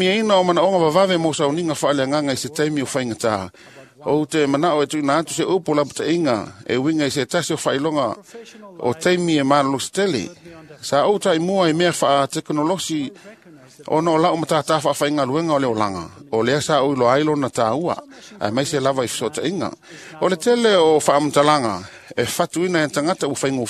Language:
Samoan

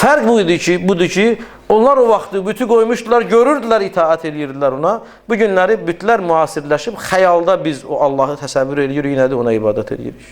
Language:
Azerbaijani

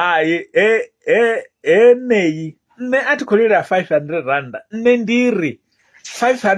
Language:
Venda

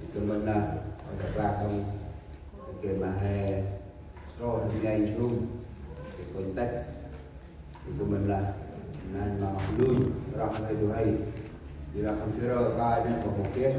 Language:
Central Mnong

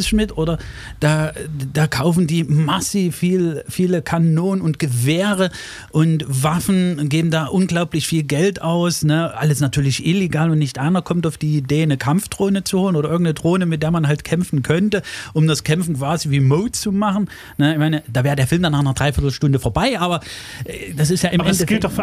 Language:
German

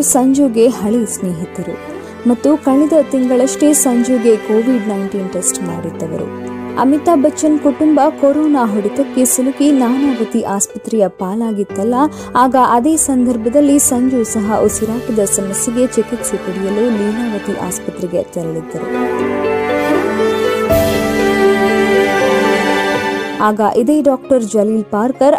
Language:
Kannada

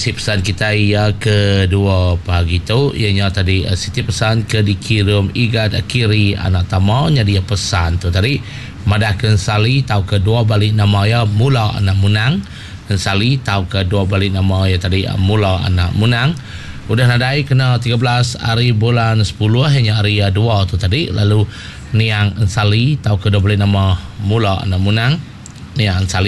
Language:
Iban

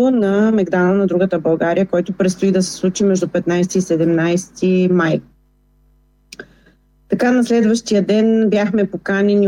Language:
Bulgarian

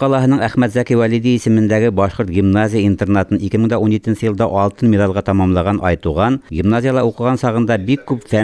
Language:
Bashkir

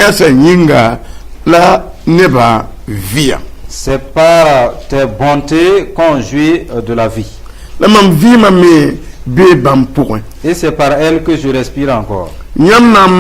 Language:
Mossi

